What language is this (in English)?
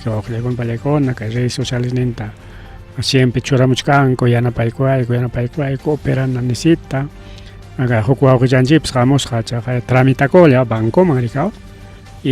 Ayacucho Quechua